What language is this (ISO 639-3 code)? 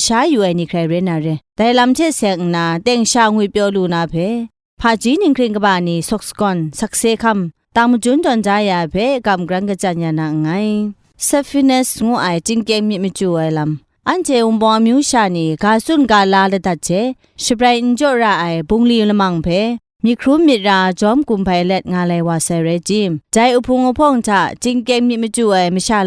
kac